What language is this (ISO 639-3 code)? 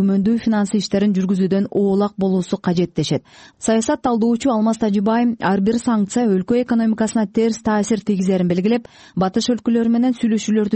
kir